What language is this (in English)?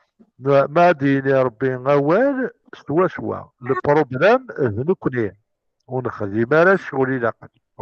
Kabyle